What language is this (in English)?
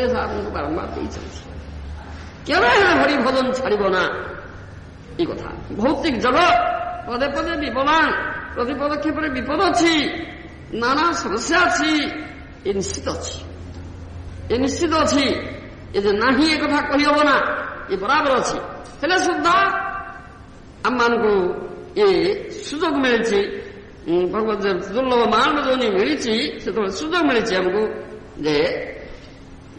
Odia